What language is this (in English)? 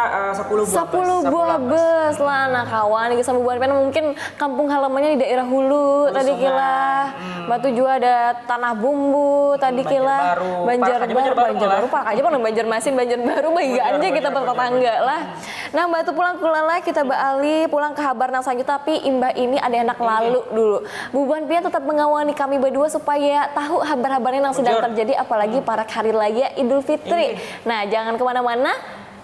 Banjar